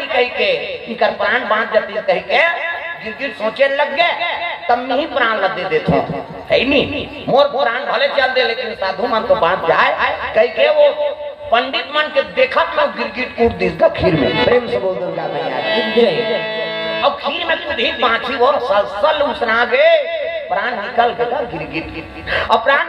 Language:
Chhattisgarhi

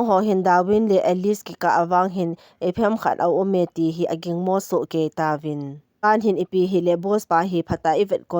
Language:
Thado Chin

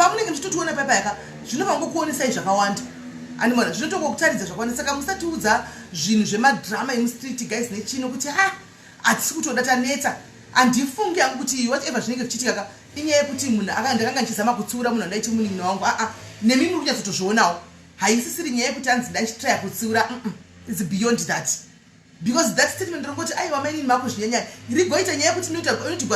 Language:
Shona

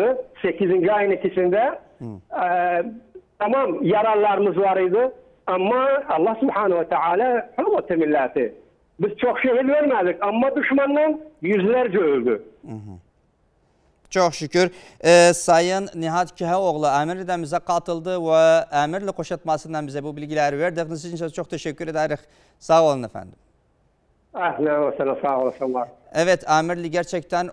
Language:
Turkish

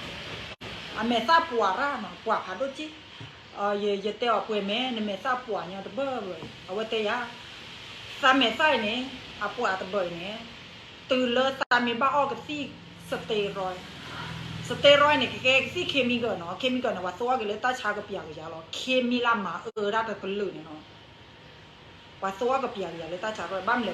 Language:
S'gaw Karen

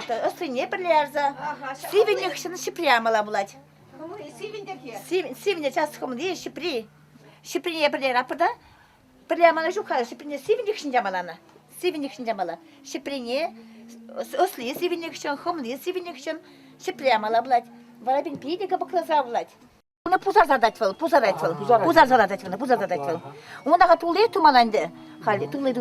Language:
Chuvash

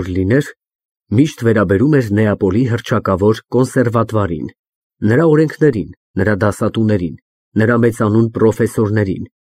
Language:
Armenian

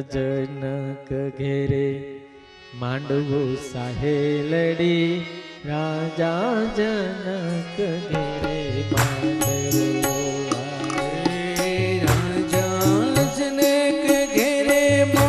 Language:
Gujarati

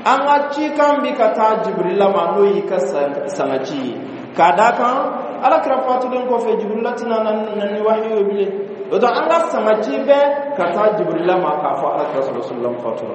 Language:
Bambara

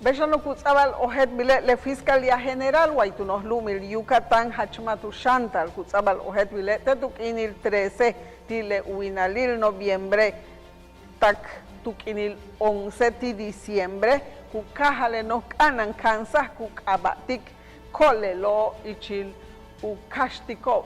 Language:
Yucateco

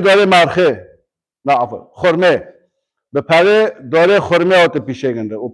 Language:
Kurdish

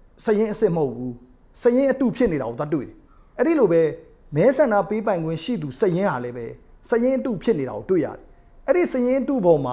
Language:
Burmese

